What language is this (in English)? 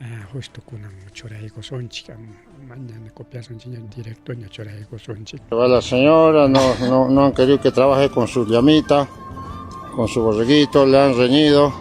Ayacucho Quechua